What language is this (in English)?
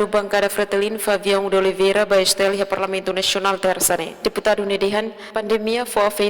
Tetum